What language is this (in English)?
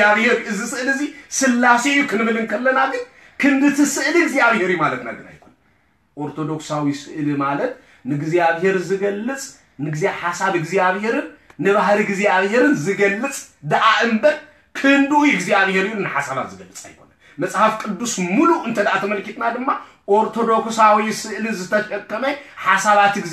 Tigrinya